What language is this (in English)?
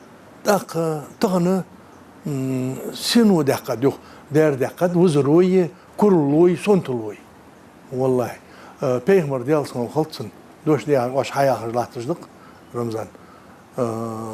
Ingush